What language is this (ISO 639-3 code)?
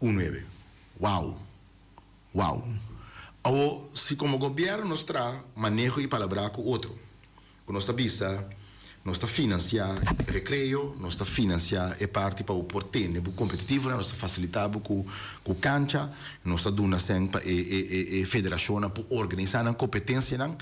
pap